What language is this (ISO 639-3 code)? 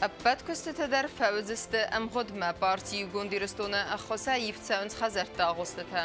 oss